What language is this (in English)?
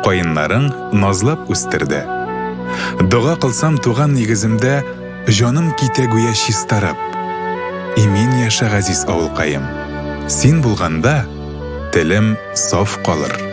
Tatar